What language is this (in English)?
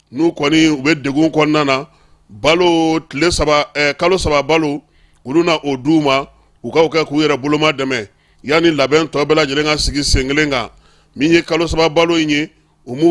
Bambara